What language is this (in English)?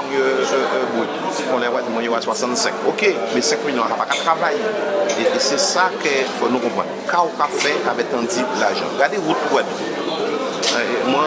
Guadeloupean Creole French